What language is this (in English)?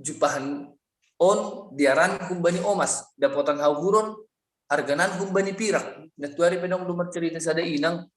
Batak Simalungun